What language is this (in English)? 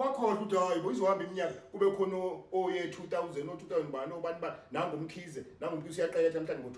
Zulu